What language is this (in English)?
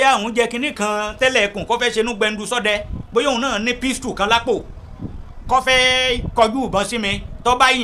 Yoruba